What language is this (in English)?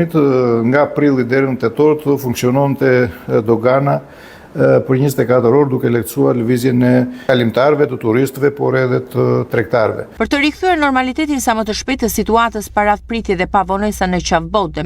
Albanian